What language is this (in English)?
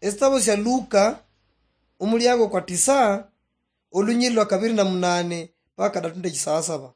Luyia